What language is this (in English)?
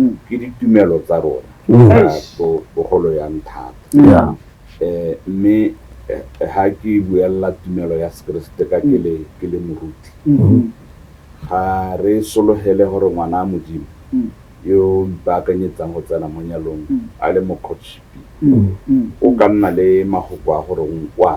Tswana